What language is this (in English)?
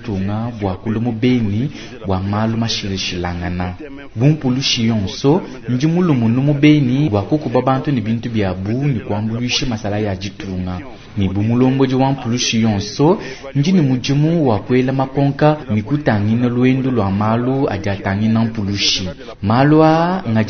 Luba-Lulua